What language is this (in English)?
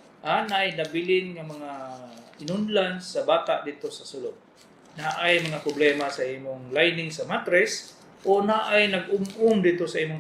Cebuano